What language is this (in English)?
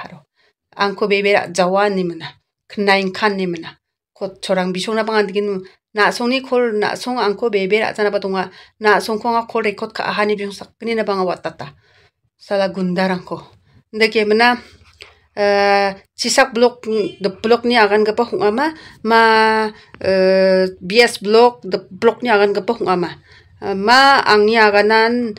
Garo